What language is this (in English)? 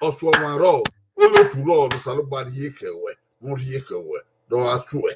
Bini